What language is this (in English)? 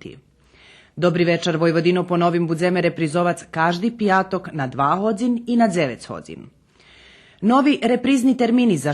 Rusyn